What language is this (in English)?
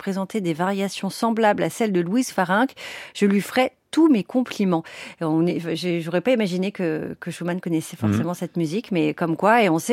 French